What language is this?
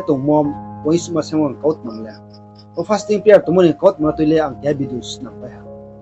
Riang (India)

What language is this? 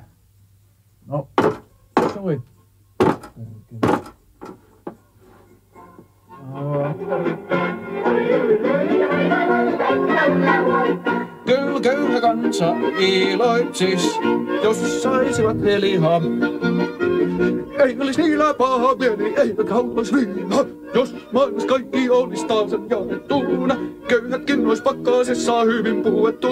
Finnish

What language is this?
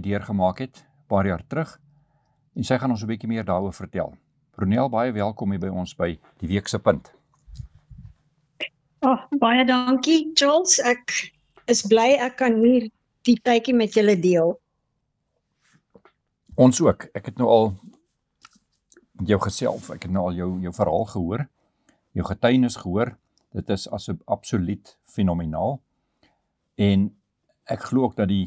Afrikaans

